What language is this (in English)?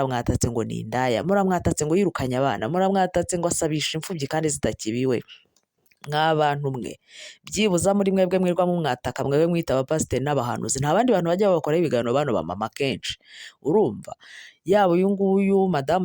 Kinyarwanda